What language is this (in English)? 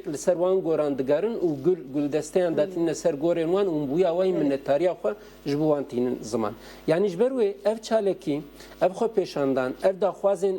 Kurdish